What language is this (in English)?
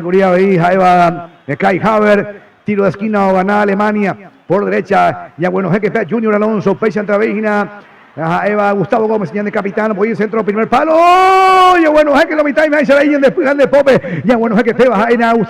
Guarani